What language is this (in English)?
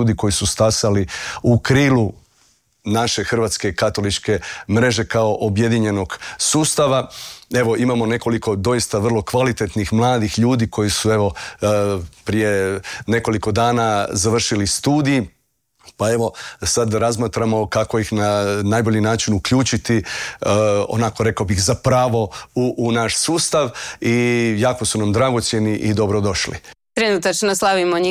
Croatian